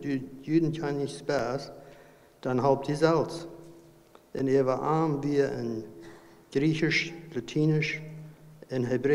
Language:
Plautdietsch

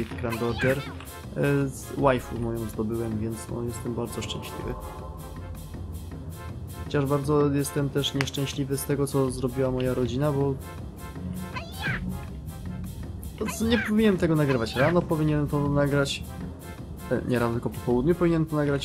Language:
Polish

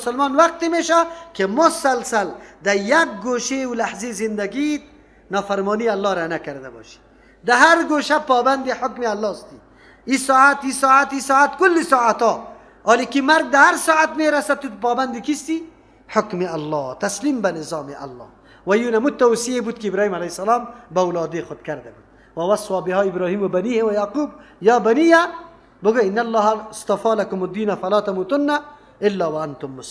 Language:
Persian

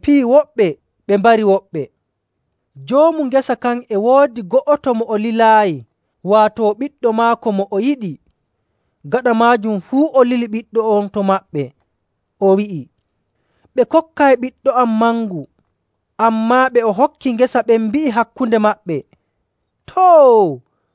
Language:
Nigerian Fulfulde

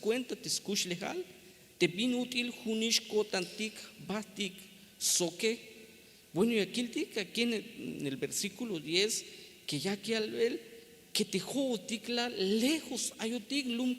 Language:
Tzeltal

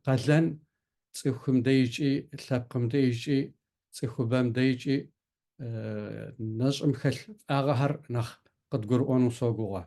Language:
Kabardian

